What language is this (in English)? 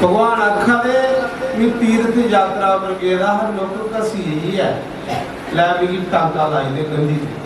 Dogri